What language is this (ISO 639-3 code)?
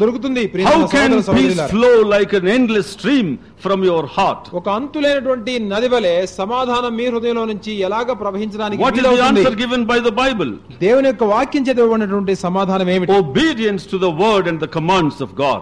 tel